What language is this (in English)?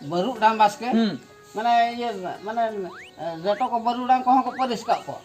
Santali